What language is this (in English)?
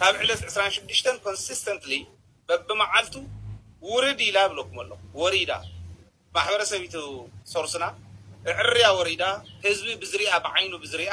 Tigrinya